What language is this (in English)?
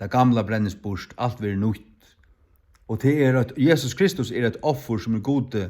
Faroese